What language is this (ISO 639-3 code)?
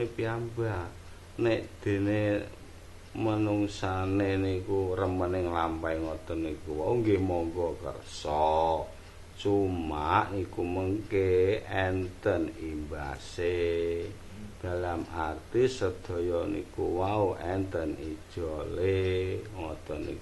jav